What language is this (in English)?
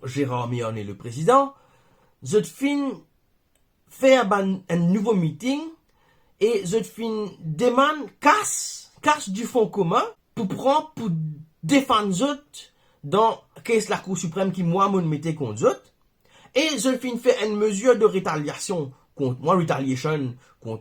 Morisyen